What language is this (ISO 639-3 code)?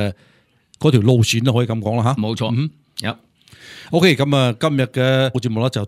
yue